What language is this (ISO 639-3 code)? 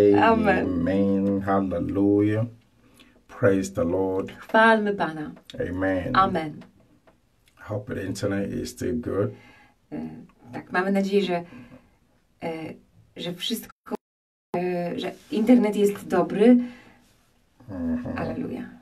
pol